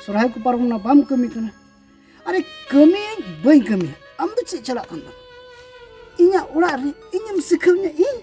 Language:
Santali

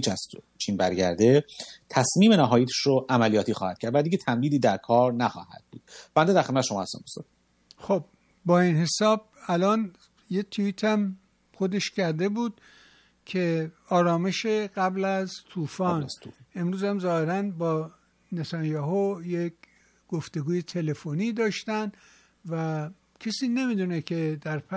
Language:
Persian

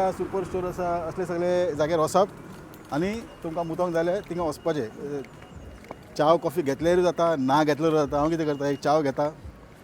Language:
Konkani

